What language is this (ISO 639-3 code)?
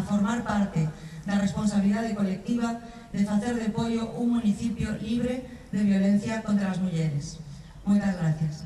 glg